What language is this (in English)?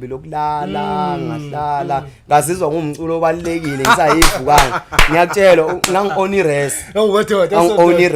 Zulu